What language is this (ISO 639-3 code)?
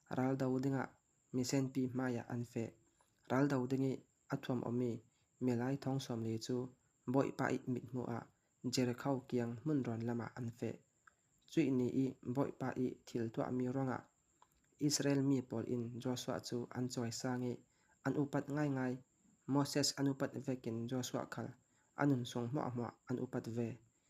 cfm